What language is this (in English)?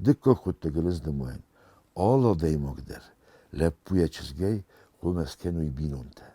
Ossetic